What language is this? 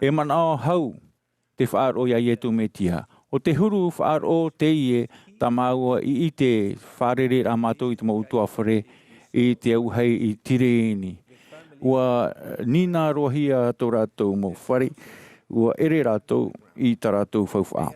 Tahitian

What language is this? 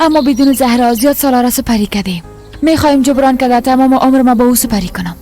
Persian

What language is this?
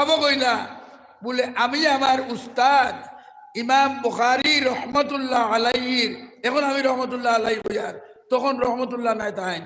Sylheti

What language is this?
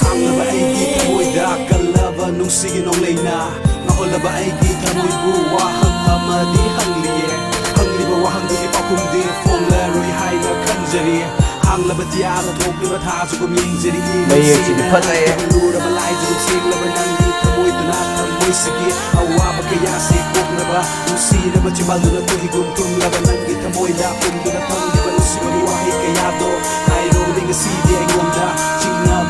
Manipuri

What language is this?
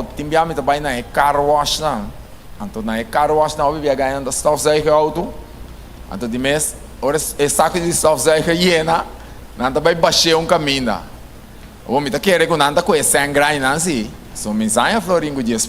Papiamento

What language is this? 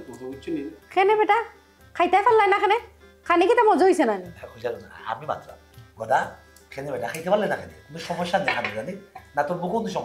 Sylheti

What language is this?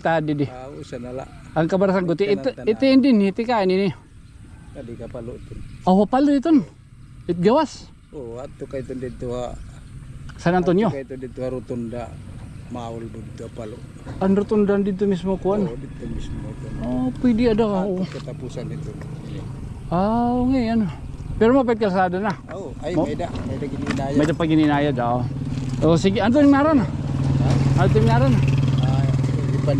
Waray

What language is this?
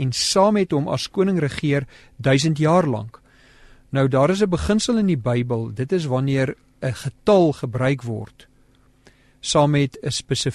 Afrikaans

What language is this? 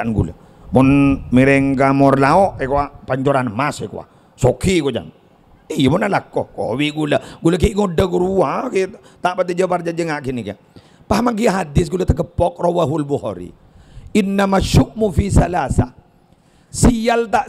Madurese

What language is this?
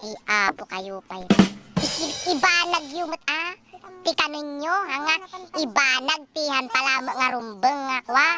Iloko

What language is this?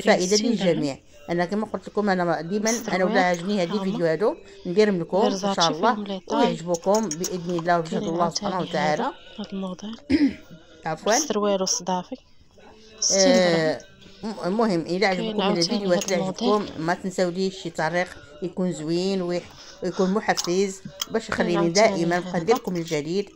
Moroccan Arabic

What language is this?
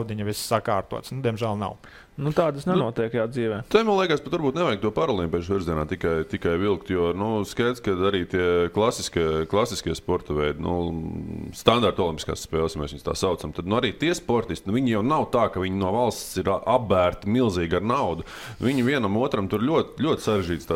Latvian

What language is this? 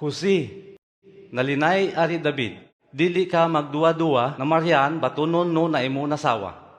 Kagayanen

